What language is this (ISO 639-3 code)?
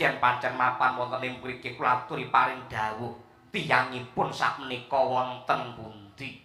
jav